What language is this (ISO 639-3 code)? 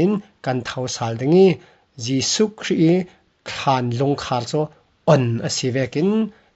cfm